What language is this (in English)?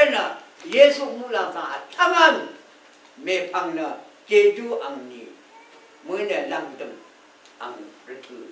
Rawang